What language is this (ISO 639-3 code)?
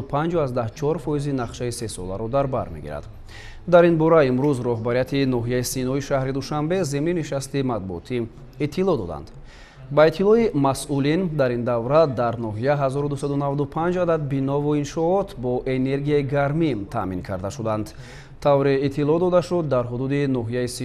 tgk